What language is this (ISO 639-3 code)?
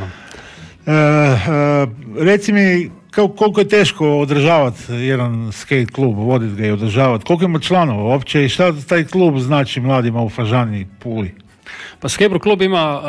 hrv